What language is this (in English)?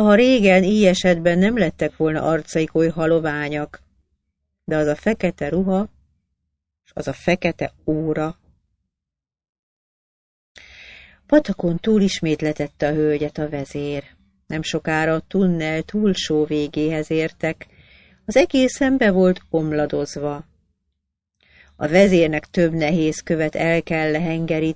Hungarian